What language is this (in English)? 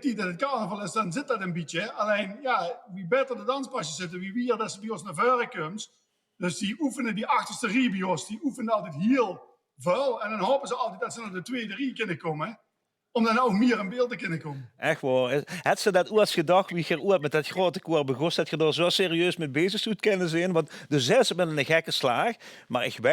Limburgish